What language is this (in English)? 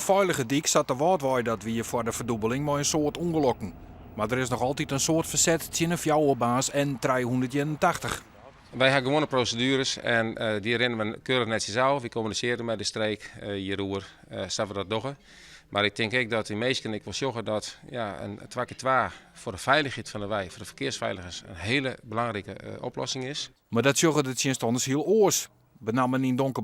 Western Frisian